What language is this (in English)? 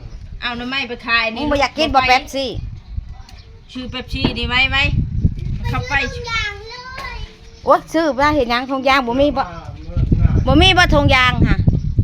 Northeastern Thai